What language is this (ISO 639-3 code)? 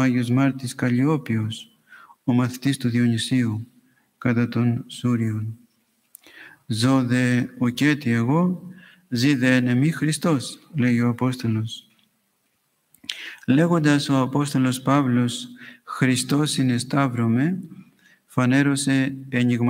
ell